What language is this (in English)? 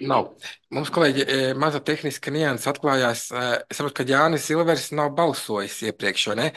Latvian